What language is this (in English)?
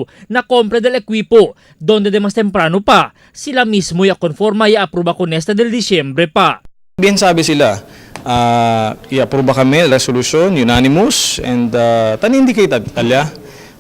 Chavacano